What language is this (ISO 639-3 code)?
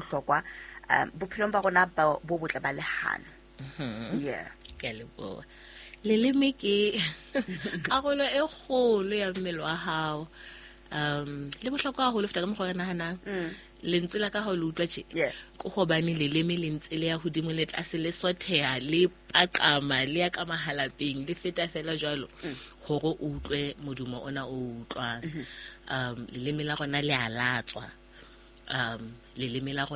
sot